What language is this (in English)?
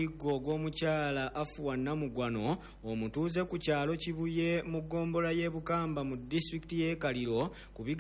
Ganda